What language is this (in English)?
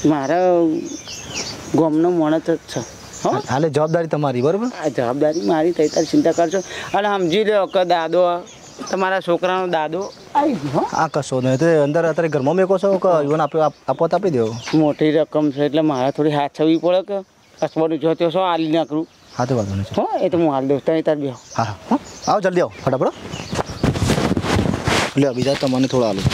Gujarati